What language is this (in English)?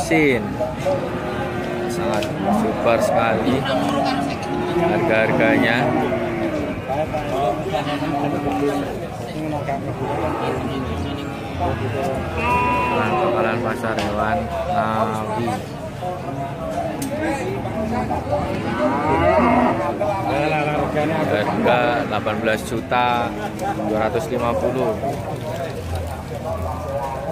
Indonesian